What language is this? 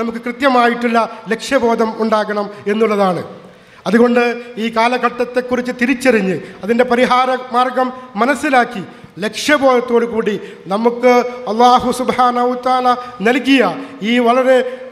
Malayalam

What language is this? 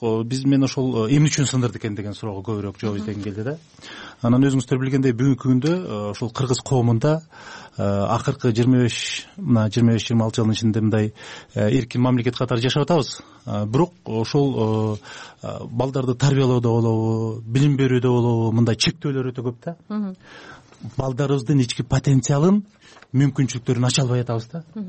Kyrgyz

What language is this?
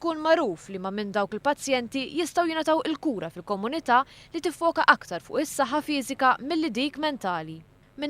Maltese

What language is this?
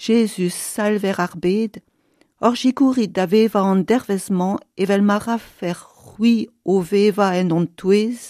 Breton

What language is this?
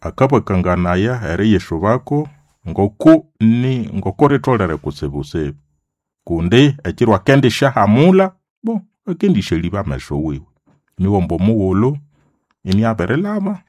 Nande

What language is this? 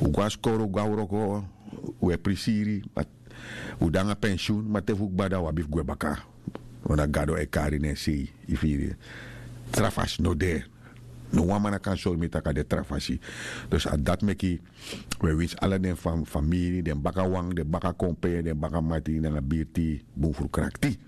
Sranan Tongo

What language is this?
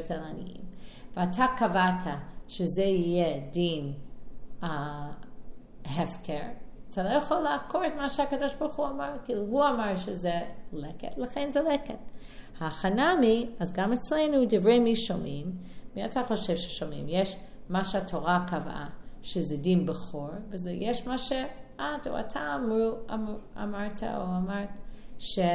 Hebrew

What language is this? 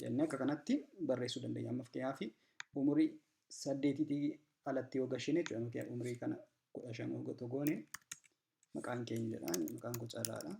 Oromo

